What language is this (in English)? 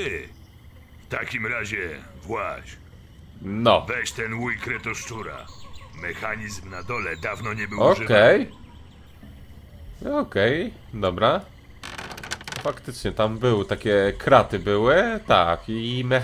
Polish